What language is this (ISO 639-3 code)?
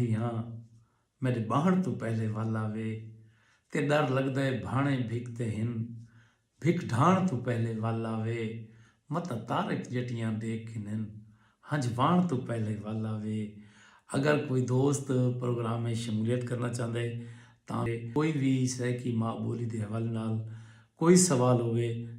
skr